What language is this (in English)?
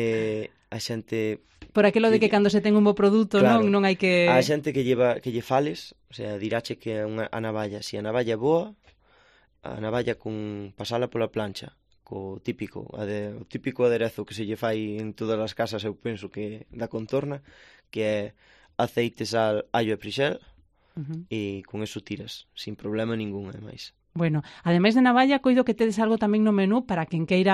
Galician